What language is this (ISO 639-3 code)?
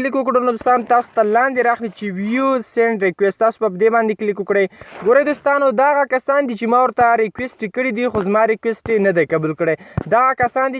pus